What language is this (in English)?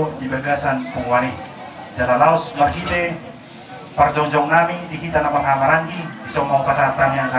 Batak Toba